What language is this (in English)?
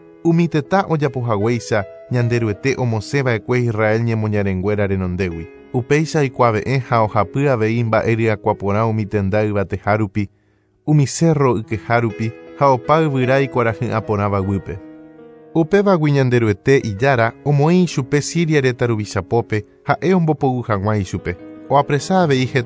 Guarani